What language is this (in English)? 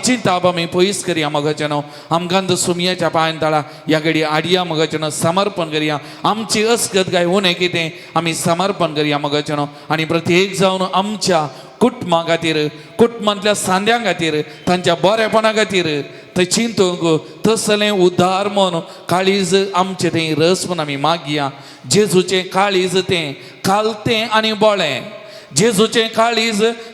Konkani